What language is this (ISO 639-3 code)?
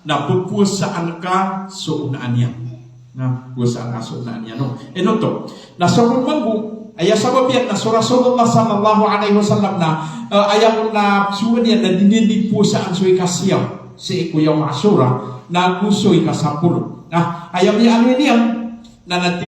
mrw